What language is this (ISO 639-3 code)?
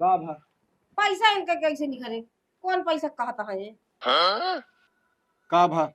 awa